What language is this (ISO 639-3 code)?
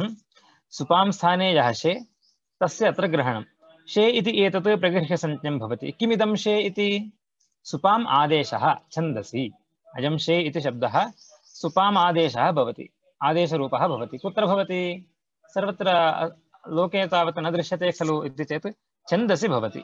san